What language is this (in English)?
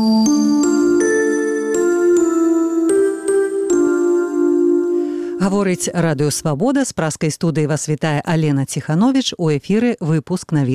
Belarusian